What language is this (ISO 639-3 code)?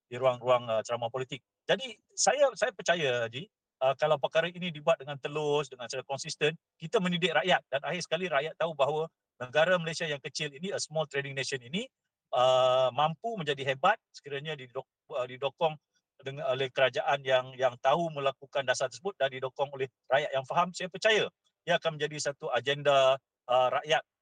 msa